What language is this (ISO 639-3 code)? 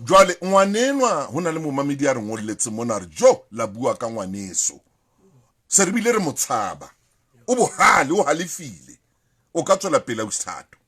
sot